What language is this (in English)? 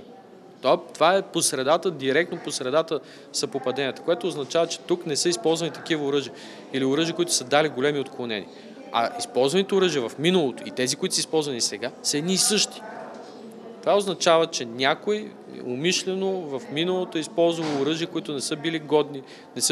Bulgarian